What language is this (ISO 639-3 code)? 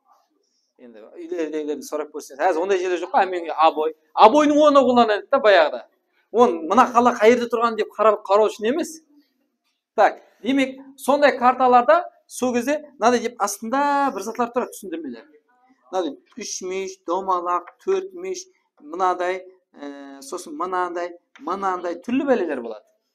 kaa